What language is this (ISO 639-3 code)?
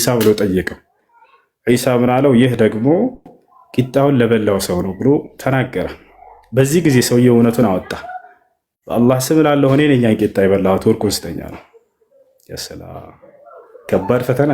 amh